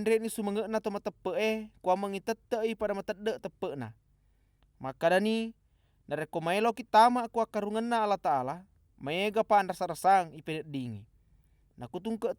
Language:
Buginese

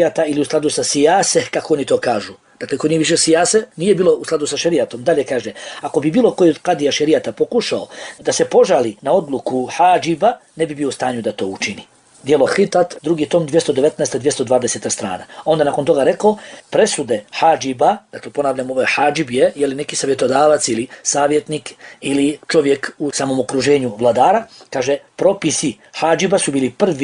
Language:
Bosnian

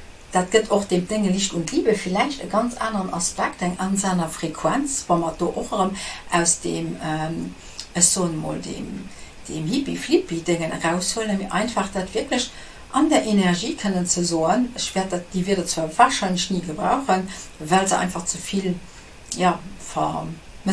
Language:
Luxembourgish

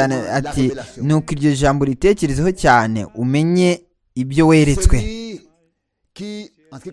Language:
Kinyarwanda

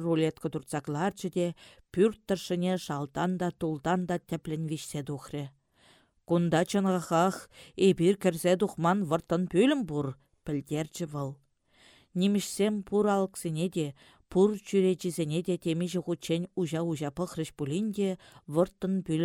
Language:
Chuvash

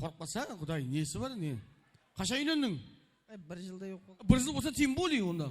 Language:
Kara-Kalpak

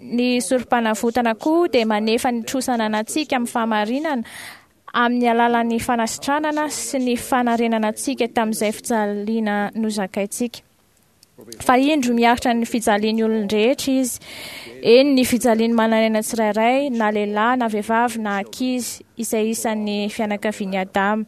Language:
Malagasy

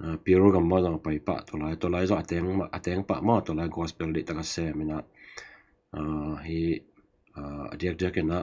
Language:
Tedim Chin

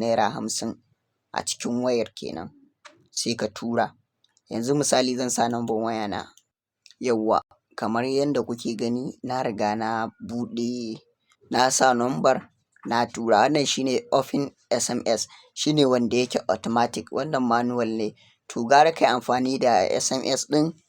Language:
Hausa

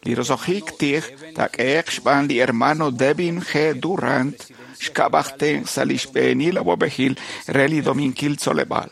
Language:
Kekchí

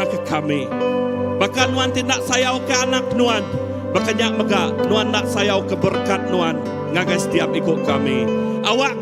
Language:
Iban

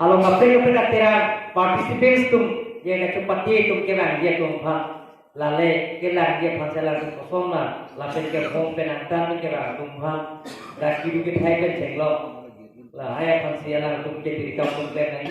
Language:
Karbi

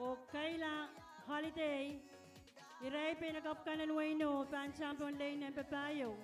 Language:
Pohnpeian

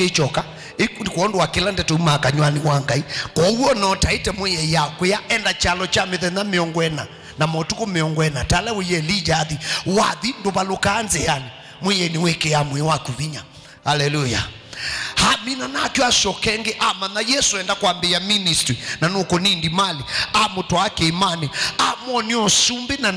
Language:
Kamba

